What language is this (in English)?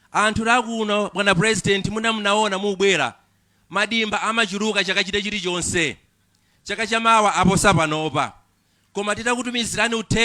Nyanja